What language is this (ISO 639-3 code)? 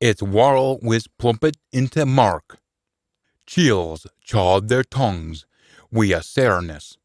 sco